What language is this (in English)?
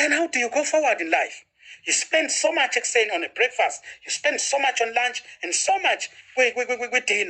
Zulu